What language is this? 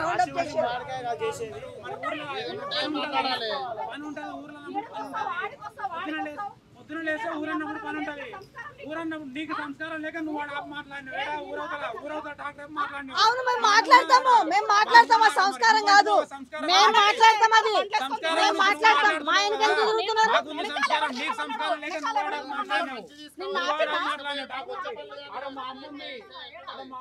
Telugu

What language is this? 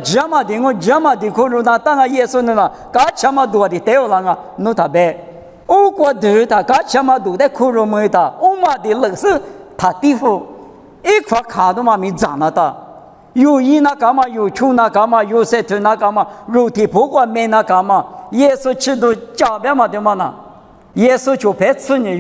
Lisu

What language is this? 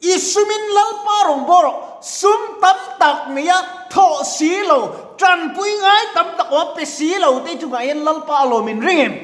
Mizo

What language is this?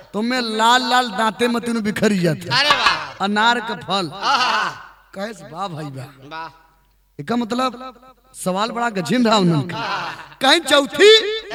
Bhojpuri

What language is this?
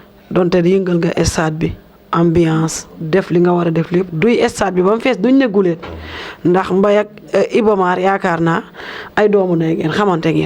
Wolof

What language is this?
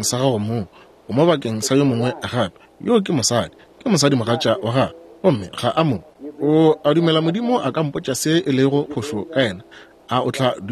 Northern Sotho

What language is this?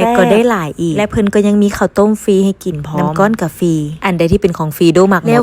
Lao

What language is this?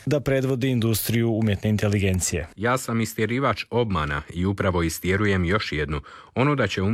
Croatian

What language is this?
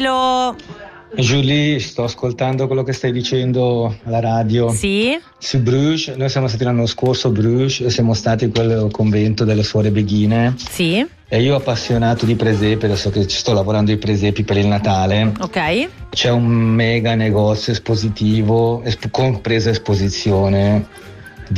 Italian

